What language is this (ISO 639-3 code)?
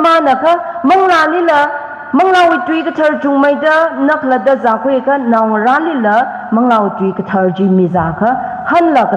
nmf